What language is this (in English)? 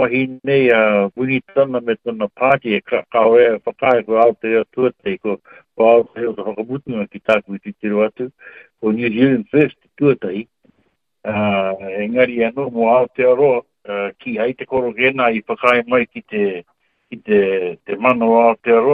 Māori